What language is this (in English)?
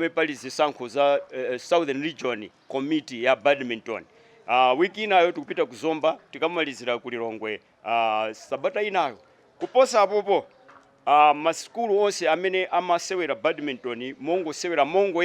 Nyanja